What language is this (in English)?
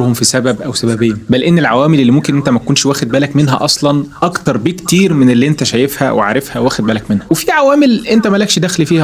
Egyptian Arabic